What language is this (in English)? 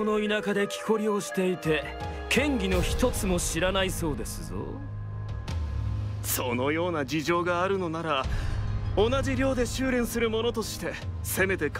Japanese